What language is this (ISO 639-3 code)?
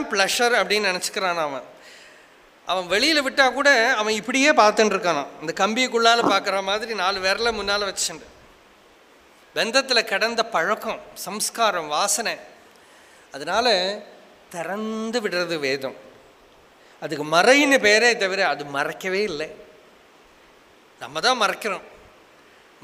tam